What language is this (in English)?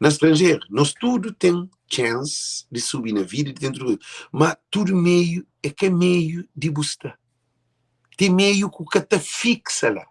Kabuverdianu